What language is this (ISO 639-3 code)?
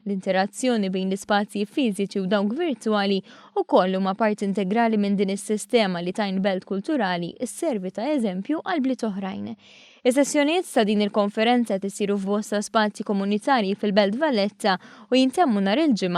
mlt